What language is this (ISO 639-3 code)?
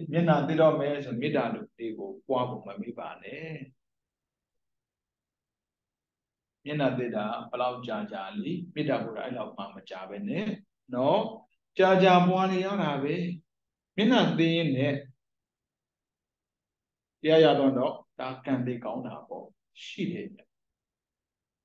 mya